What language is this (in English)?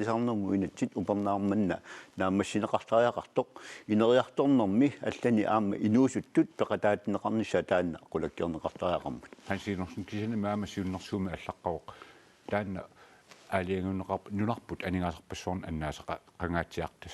Kalaallisut